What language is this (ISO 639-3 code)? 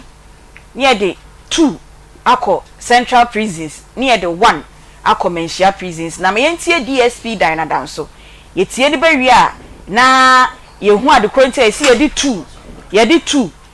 aka